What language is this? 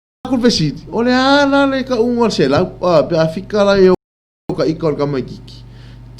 Samoan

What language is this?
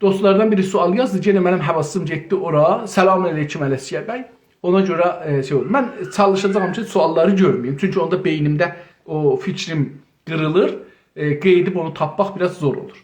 South Azerbaijani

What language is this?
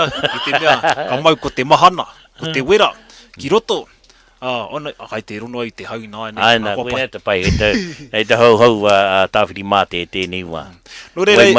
Māori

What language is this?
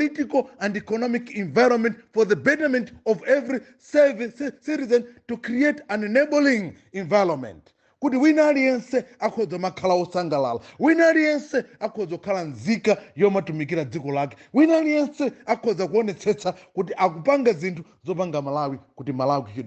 Nyanja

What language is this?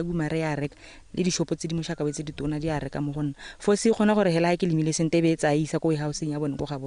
Tswana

